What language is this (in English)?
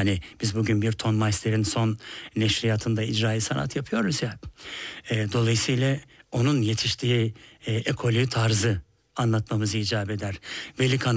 Turkish